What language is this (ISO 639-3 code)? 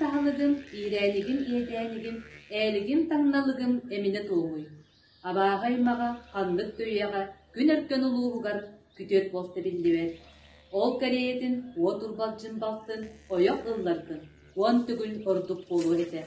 sah